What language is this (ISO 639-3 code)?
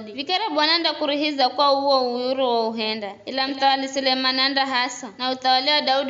nyf